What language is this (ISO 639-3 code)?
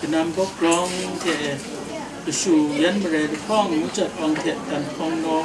kac